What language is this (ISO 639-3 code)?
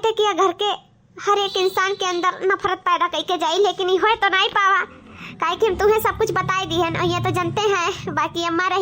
awa